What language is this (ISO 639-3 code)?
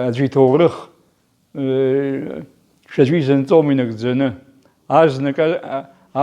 abk